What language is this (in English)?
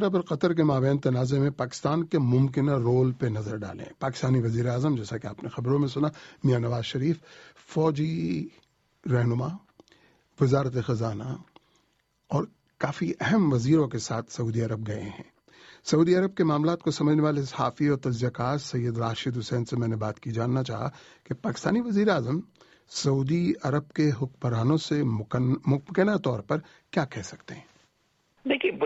Urdu